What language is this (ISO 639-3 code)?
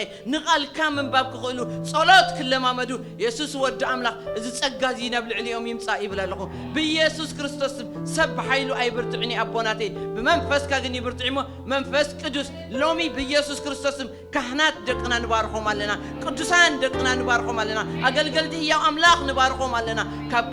tir